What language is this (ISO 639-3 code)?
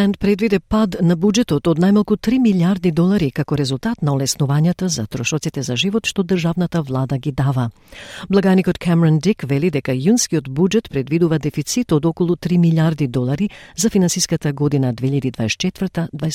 mkd